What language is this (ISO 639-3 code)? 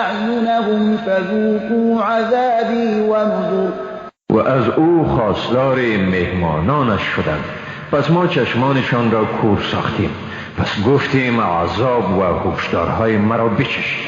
fas